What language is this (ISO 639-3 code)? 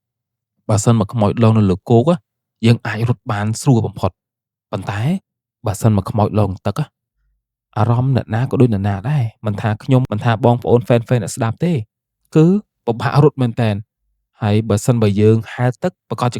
khm